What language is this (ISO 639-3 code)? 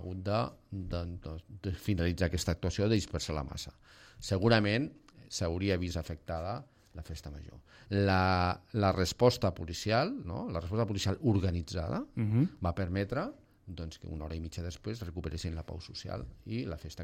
cat